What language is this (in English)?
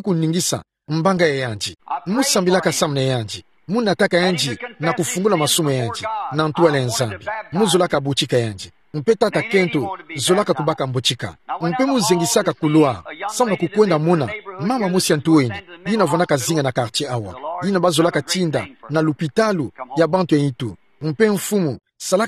Kituba (Democratic Republic of Congo)